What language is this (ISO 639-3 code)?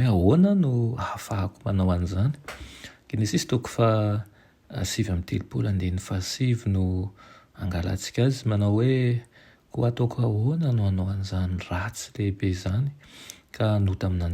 mlg